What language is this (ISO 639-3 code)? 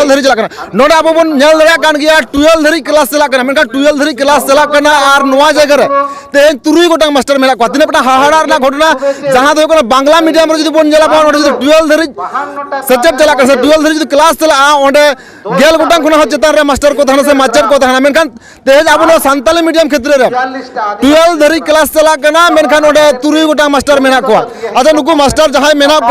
sat